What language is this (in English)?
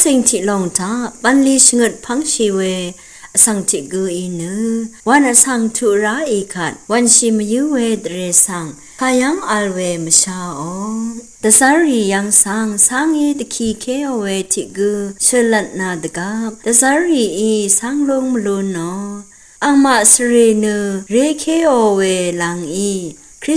Rawang